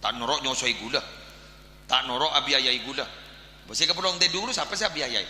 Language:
Madurese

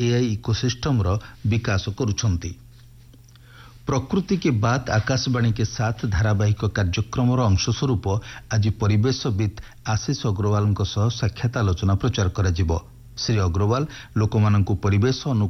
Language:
Odia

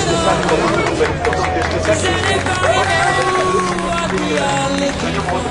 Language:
French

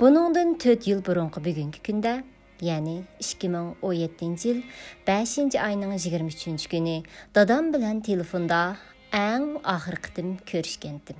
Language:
Uyghur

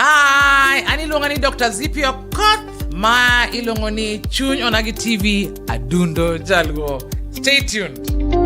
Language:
Luo (Kenya and Tanzania)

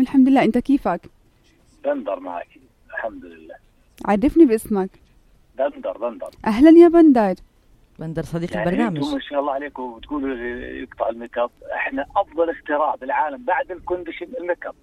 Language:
North Levantine Arabic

